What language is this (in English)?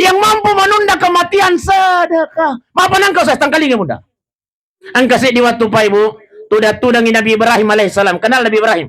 Buginese